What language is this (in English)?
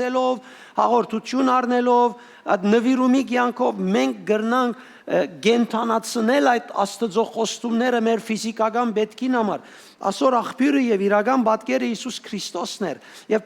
Western Armenian